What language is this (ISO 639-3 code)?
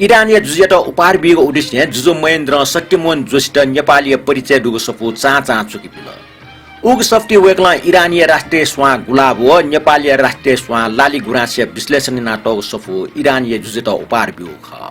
new